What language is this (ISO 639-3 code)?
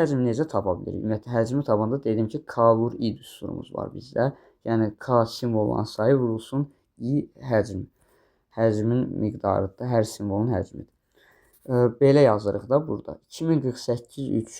aze